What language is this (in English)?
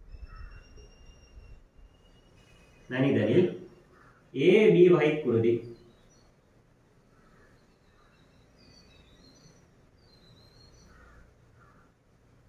Tamil